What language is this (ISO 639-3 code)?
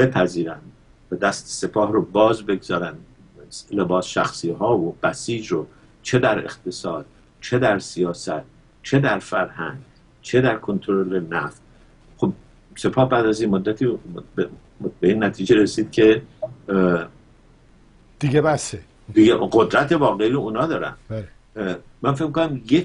fas